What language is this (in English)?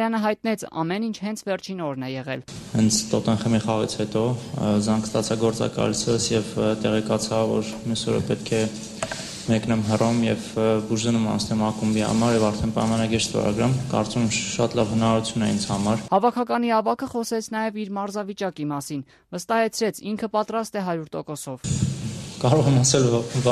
Armenian